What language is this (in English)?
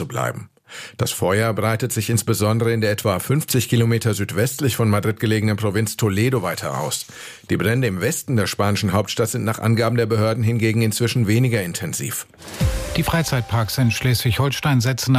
German